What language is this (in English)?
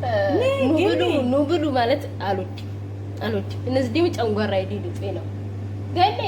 Amharic